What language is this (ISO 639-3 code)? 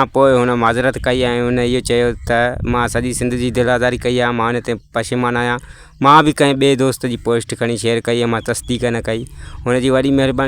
snd